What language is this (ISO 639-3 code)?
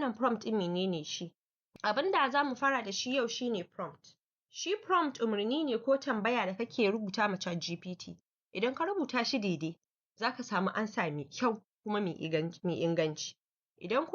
hau